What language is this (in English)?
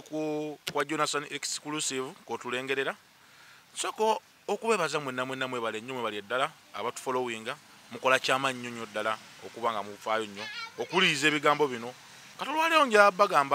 Ganda